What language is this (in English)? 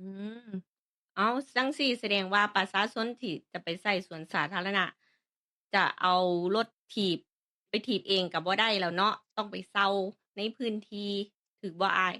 Lao